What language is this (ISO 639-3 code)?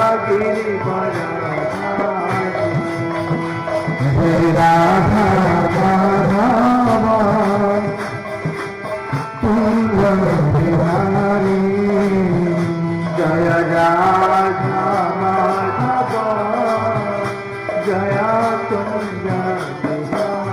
ori